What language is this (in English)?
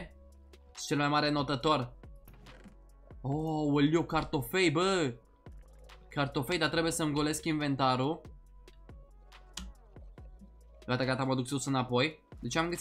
Romanian